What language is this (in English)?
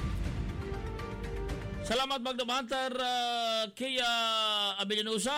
Filipino